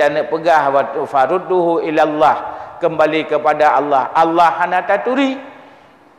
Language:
Achinese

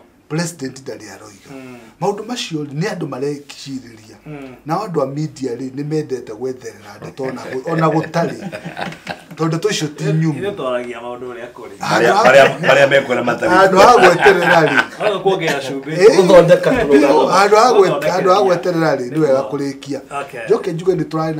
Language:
Kikuyu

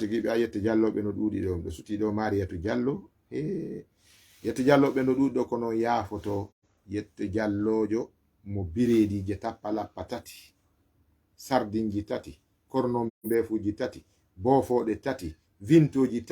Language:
Fula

